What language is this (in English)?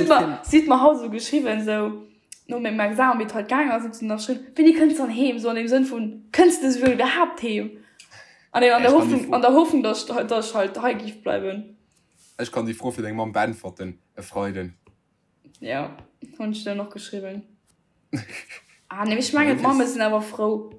Luxembourgish